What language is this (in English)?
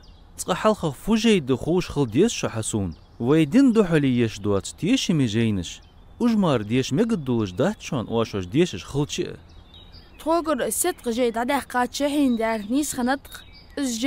Ingush